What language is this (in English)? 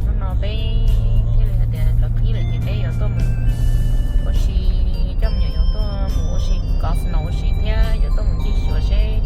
Hmong